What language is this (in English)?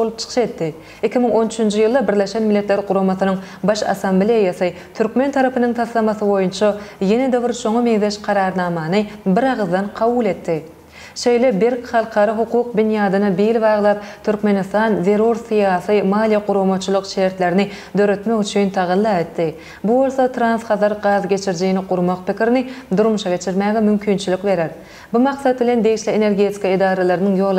Turkmen